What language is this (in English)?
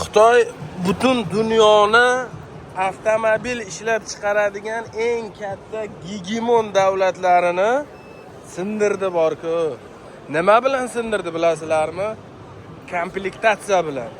Uzbek